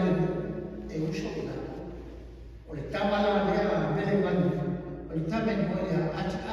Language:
Samoan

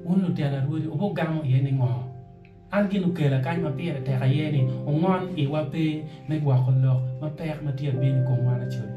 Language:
Acoli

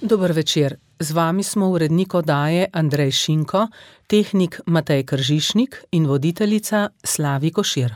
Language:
Slovenian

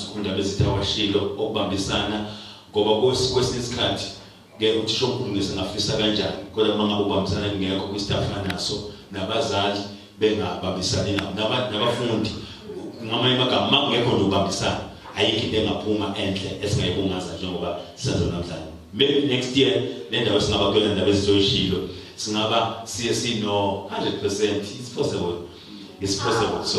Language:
Zulu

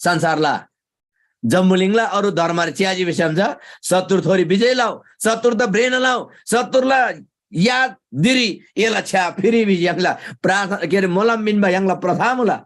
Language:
Eastern Tamang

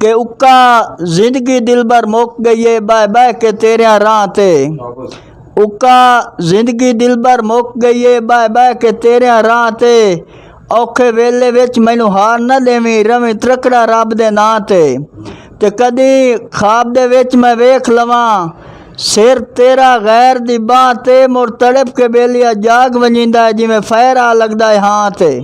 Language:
Saraiki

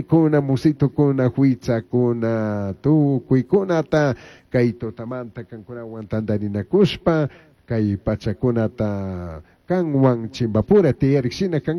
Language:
Chimborazo Highland Quichua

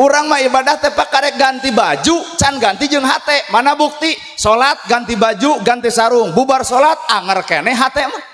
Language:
Sundanese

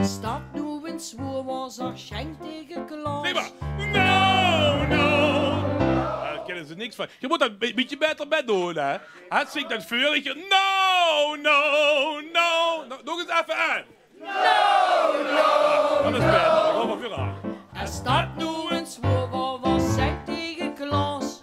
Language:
Limburgish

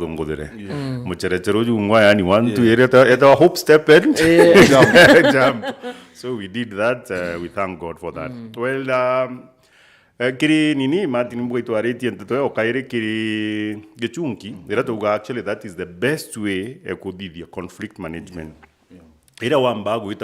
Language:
Meru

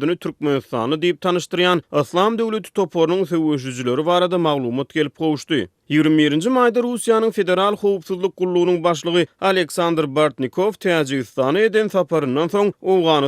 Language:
Turkmen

